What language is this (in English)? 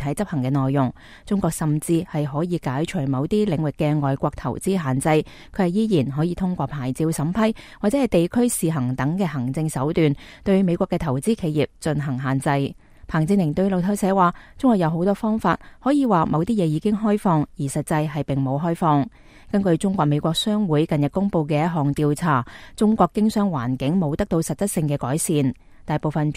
Cantonese